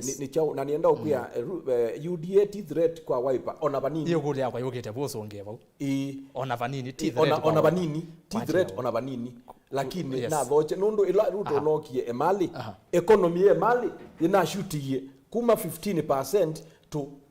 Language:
Kamba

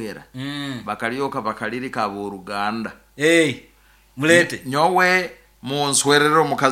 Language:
Nyoro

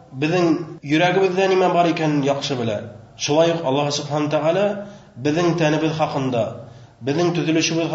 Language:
Bashkir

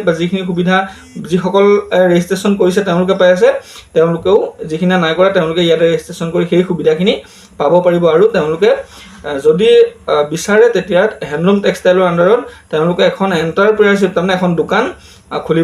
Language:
Assamese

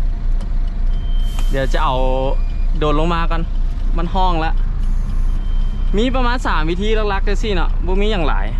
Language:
Lao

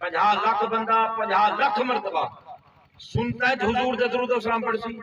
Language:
Saraiki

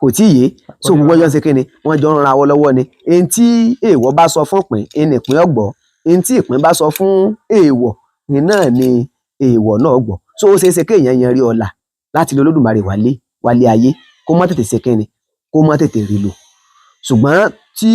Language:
Yoruba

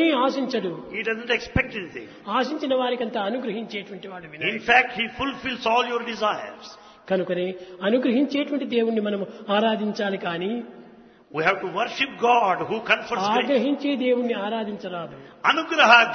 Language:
Telugu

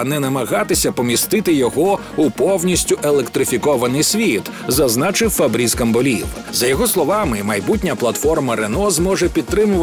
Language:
Ukrainian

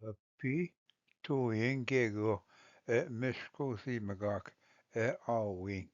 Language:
Ojibwa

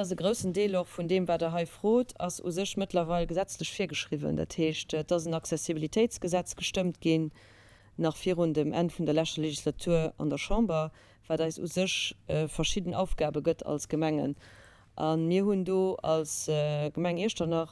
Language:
Luxembourgish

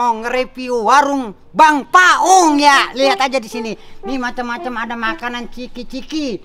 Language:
Betawi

